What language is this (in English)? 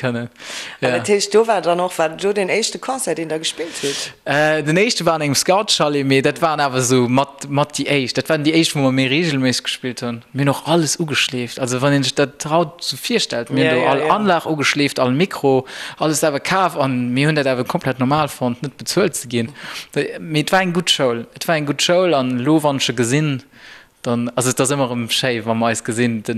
Luxembourgish